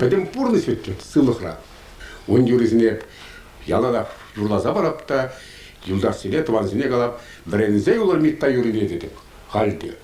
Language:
Chuvash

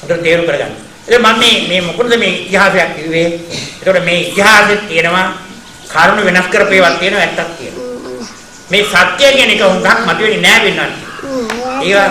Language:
Sinhala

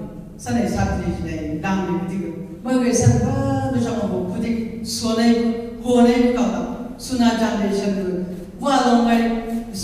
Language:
Chang Naga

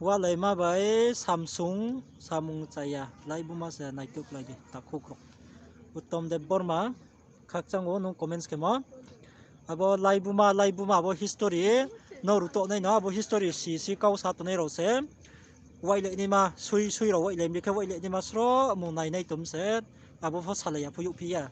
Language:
Riang (India)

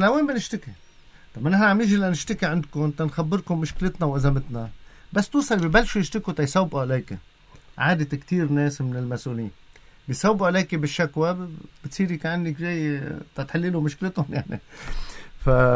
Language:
North Levantine Arabic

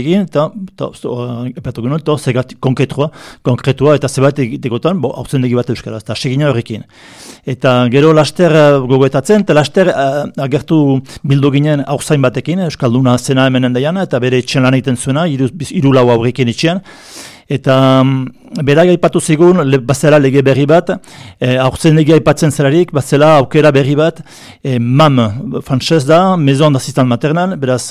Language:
Basque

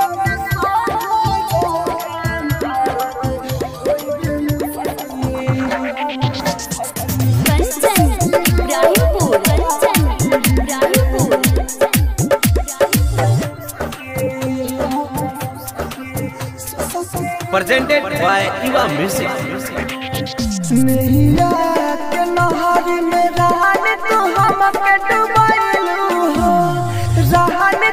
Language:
Bhojpuri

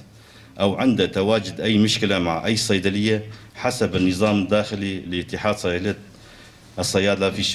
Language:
North Levantine Arabic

